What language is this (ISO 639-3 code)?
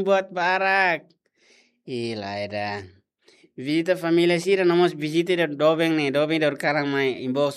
tet